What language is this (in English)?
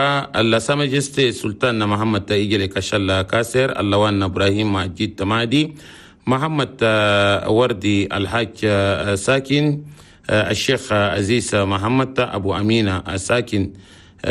Chadian Arabic